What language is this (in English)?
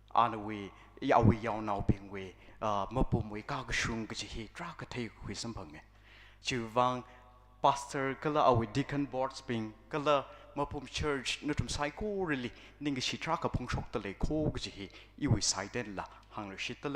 Tangkhul Naga (India)